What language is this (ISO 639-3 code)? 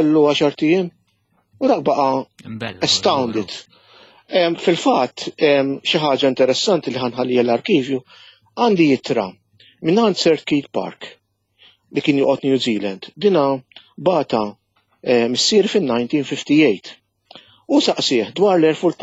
mlt